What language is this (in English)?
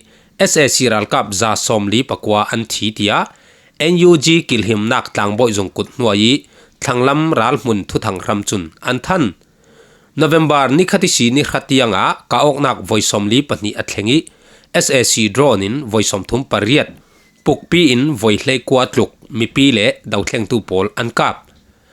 Falam Chin